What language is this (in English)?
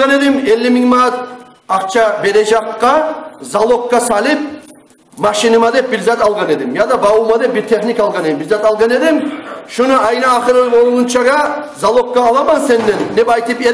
Kumyk